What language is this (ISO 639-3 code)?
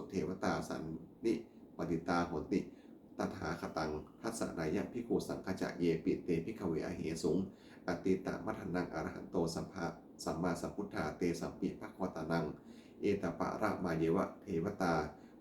pli